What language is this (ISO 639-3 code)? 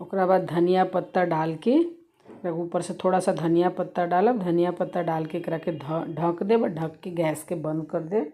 bho